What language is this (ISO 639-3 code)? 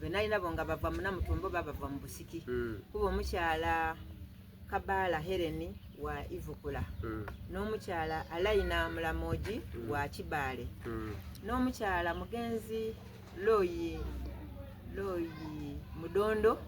xog